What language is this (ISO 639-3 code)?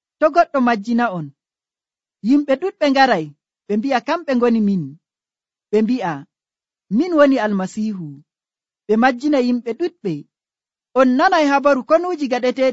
fuv